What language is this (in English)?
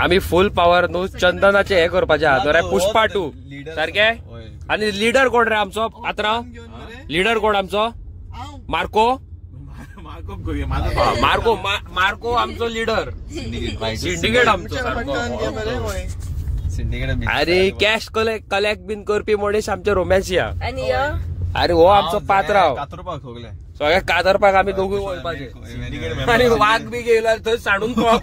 Konkani